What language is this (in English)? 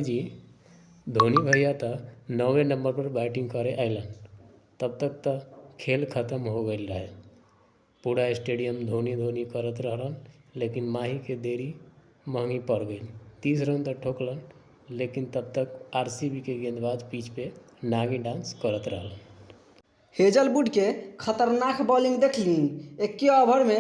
Bhojpuri